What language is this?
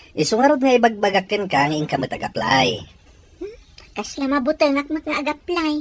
Iloko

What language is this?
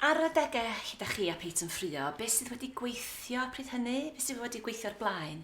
Welsh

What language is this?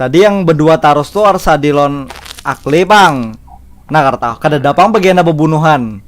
Banjar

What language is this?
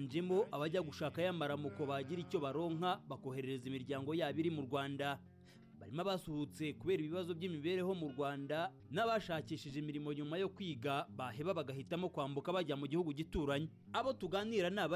Kinyarwanda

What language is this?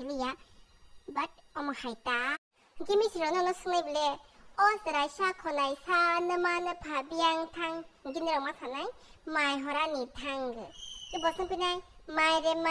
Kok Borok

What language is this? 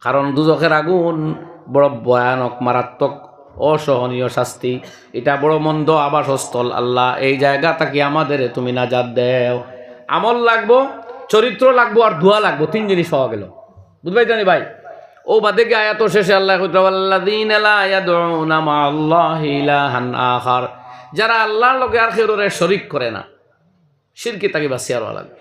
Sylheti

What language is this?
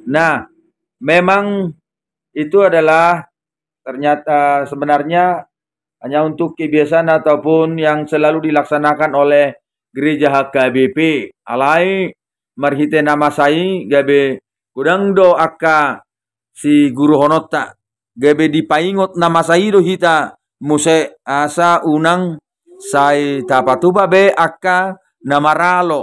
Batak Toba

